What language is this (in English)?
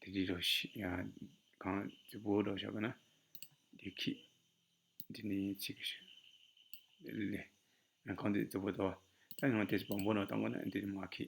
Tibetan